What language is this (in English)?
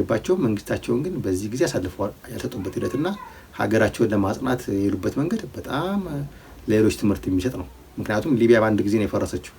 Amharic